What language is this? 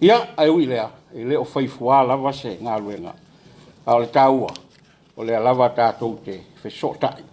Samoan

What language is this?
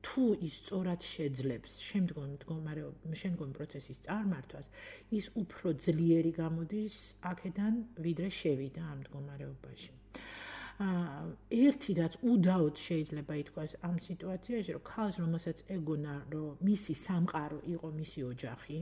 Georgian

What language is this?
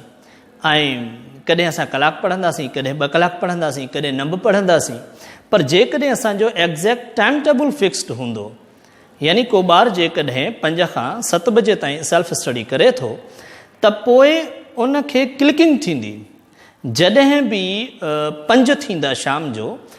Sindhi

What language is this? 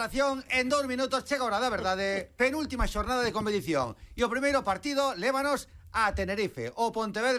Galician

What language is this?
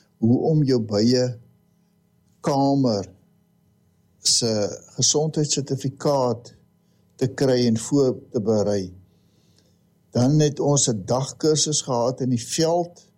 Afrikaans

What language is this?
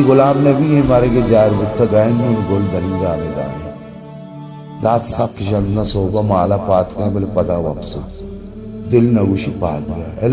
Baluchi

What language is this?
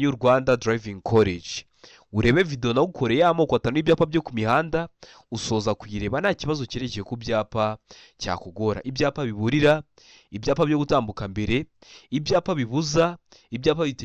Kinyarwanda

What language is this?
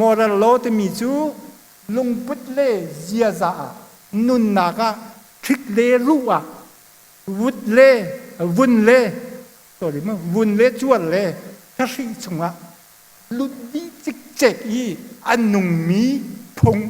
Hakha Chin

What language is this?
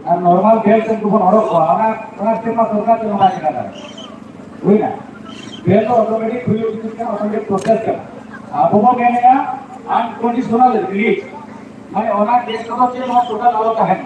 Santali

